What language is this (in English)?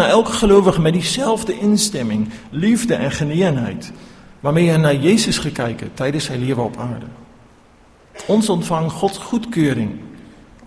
Afrikaans